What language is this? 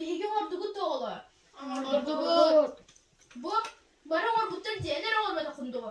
Yakut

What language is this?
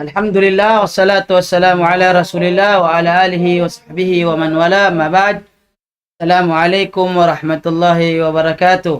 Tausug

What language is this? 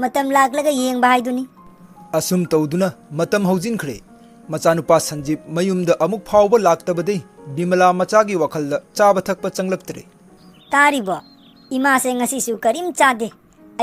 Manipuri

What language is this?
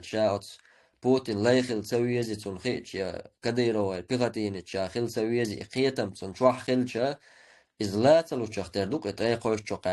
Chechen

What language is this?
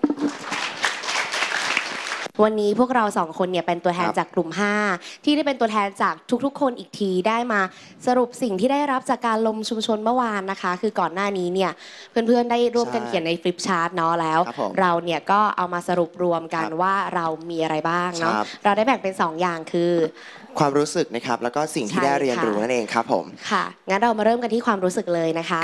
Thai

